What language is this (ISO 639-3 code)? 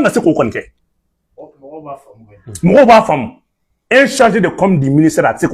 bam